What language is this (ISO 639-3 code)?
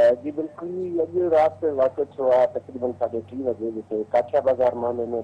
snd